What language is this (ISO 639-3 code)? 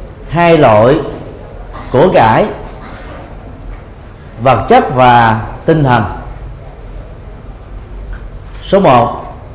vie